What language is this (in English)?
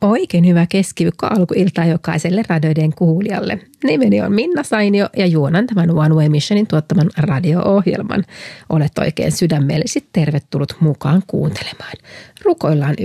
Finnish